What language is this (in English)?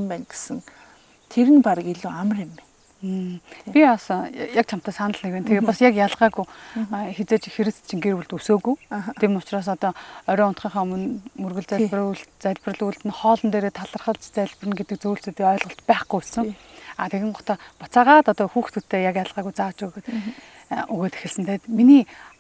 Mongolian